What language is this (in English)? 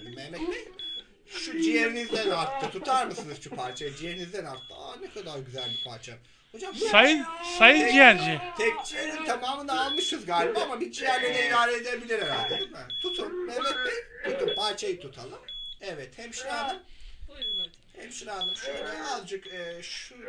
Turkish